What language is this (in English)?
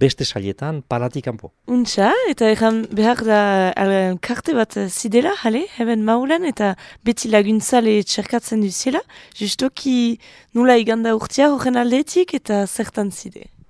Basque